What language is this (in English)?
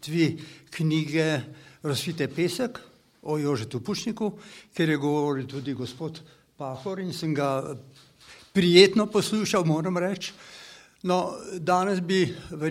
Slovenian